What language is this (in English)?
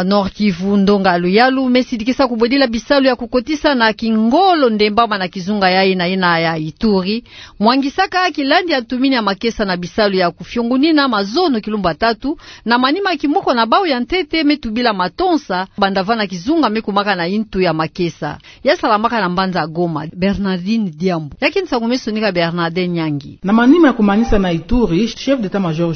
Kituba (Democratic Republic of Congo)